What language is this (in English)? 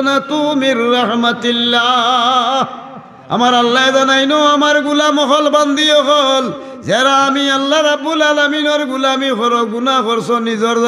Sylheti